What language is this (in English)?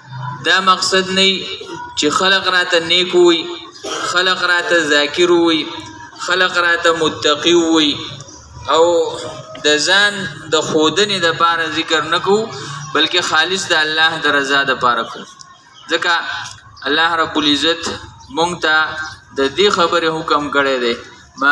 Pashto